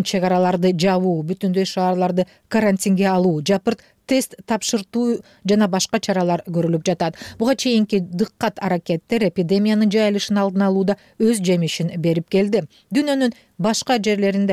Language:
Kyrgyz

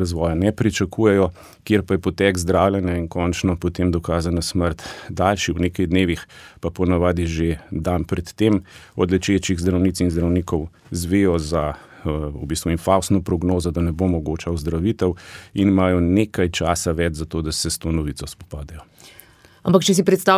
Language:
Slovenian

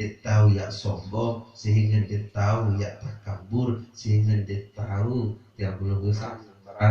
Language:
Sasak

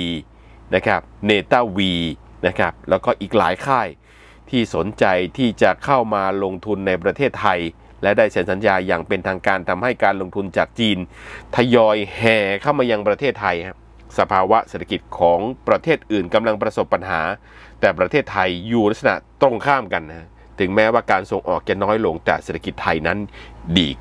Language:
Thai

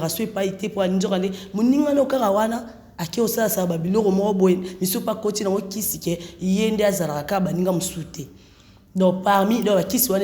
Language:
Lingala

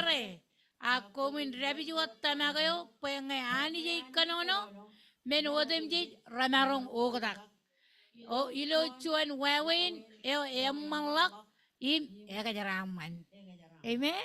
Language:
Marshallese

